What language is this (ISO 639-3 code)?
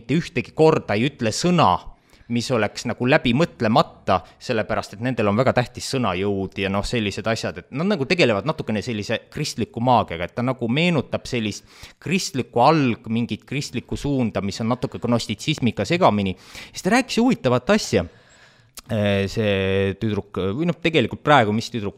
est